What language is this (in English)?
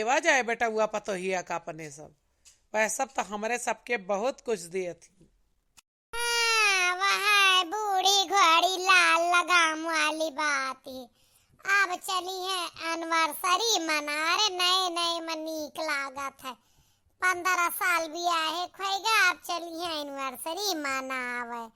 Awadhi